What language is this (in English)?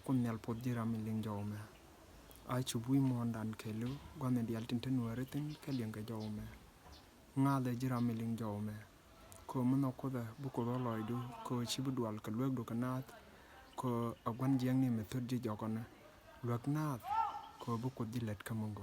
Nuer